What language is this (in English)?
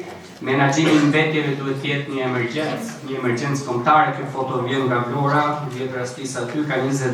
Albanian